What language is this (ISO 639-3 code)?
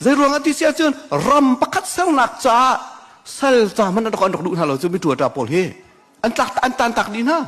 cnh